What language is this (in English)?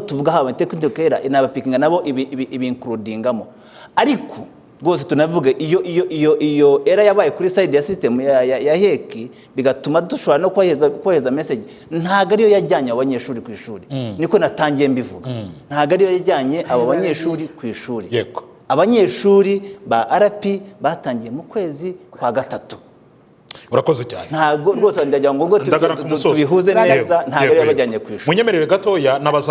Kinyarwanda